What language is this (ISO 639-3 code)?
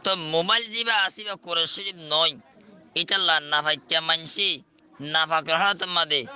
rhg